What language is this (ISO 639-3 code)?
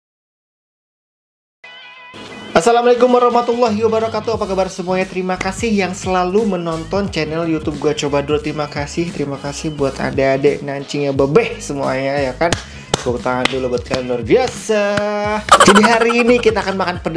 ind